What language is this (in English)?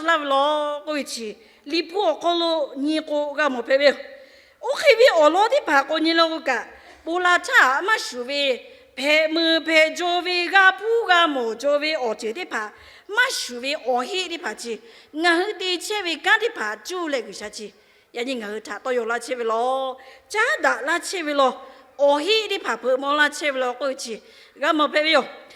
Lahu